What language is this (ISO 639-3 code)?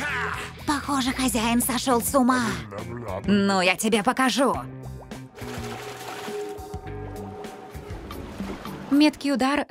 rus